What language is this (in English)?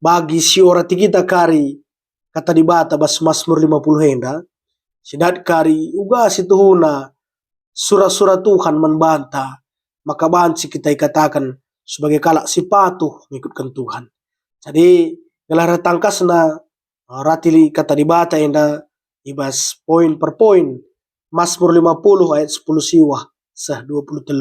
Batak Karo